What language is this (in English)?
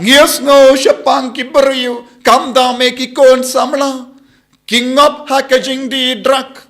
Khasi